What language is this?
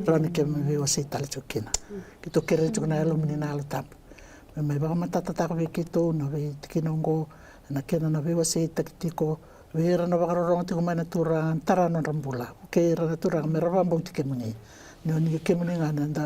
Fijian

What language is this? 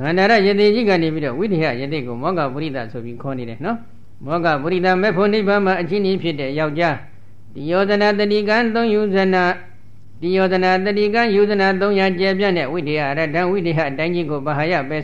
Burmese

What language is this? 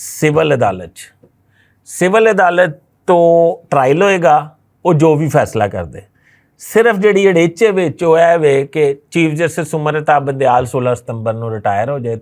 Western Panjabi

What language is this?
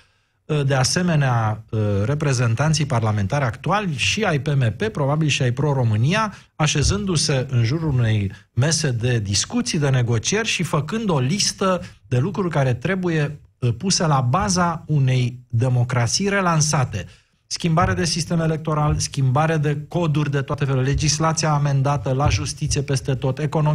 Romanian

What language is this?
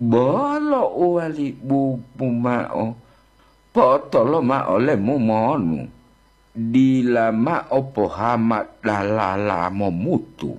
Gorontalo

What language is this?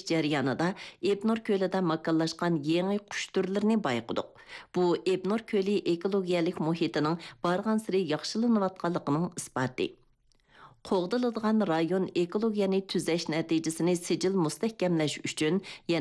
Uyghur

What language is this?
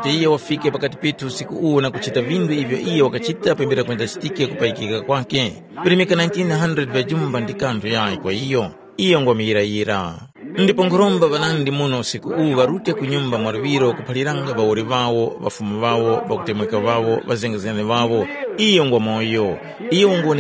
Tumbuka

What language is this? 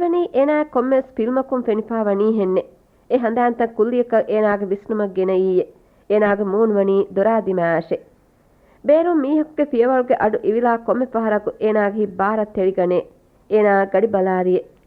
Divehi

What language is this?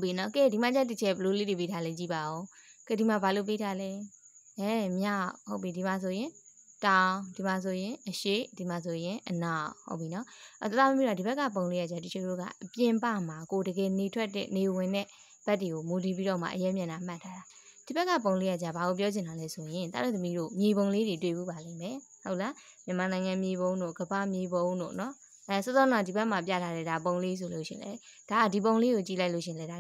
Burmese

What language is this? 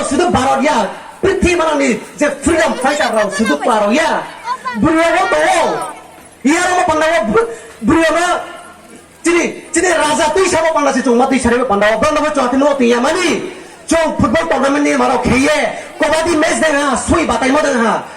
Riang (India)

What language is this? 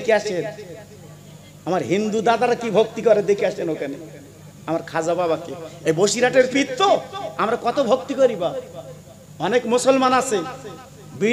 Bangla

